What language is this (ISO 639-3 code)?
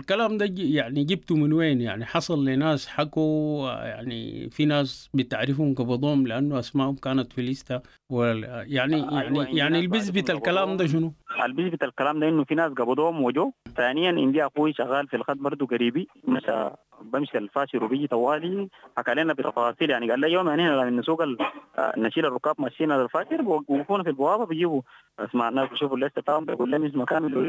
apd